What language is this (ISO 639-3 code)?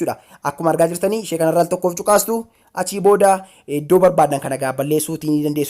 orm